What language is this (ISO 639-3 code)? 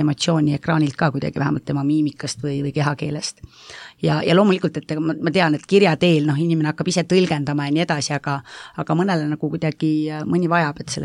est